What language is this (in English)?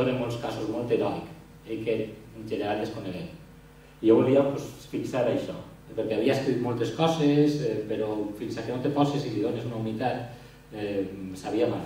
Catalan